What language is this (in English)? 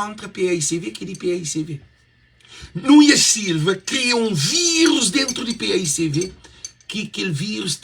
Kabuverdianu